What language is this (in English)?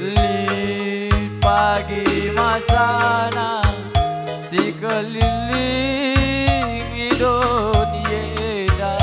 Batak Karo